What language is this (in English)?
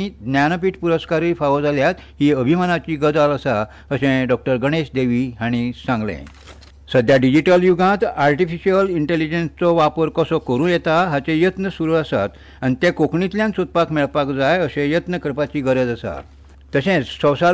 Konkani